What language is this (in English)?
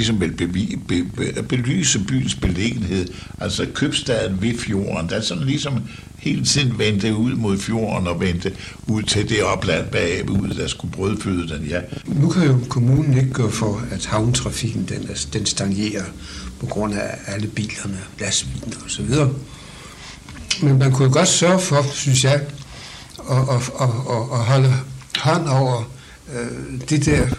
Danish